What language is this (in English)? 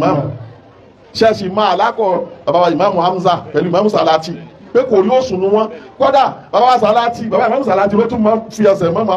Yoruba